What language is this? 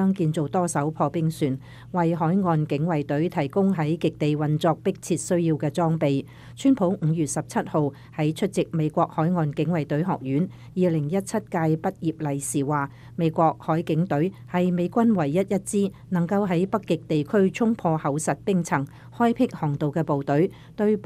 Cantonese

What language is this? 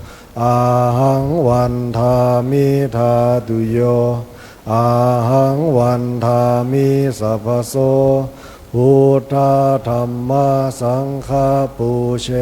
Pali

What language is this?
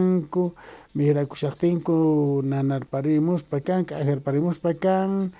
Quechua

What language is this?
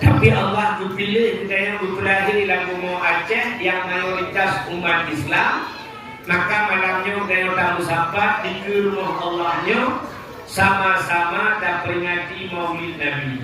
Achinese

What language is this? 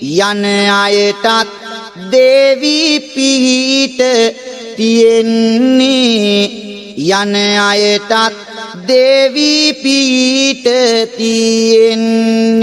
Sinhala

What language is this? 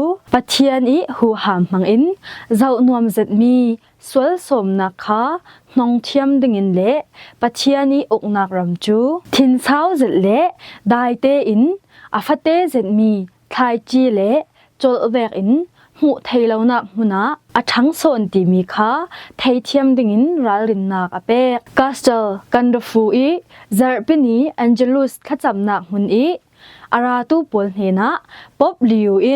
Falam Chin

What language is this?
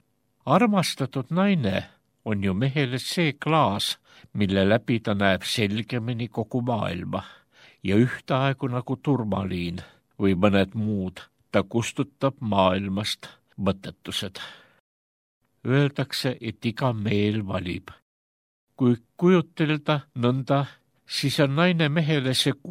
Estonian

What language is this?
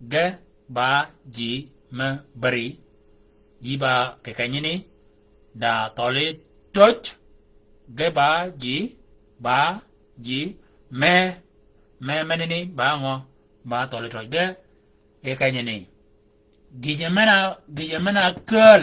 Shilluk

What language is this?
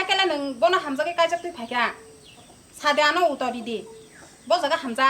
Kok Borok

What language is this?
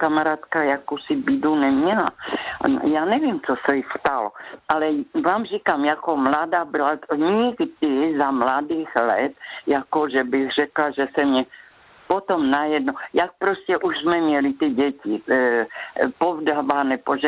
Czech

